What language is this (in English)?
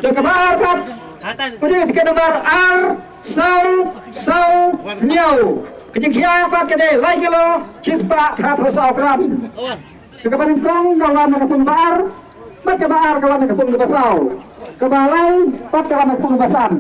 Khasi